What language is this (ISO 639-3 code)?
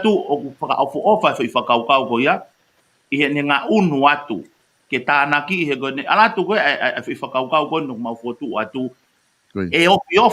ton